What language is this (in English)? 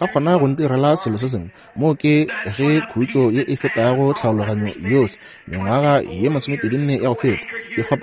Northern Sotho